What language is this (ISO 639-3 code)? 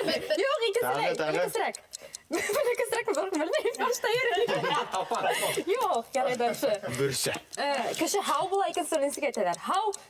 bak